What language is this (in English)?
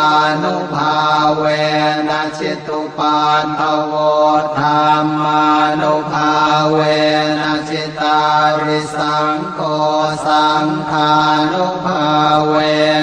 Pali